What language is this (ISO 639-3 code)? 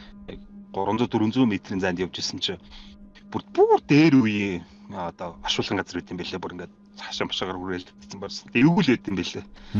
mon